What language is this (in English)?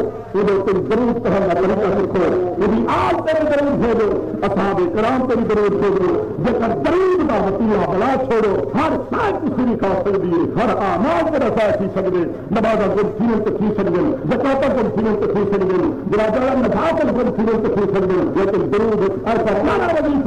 Saraiki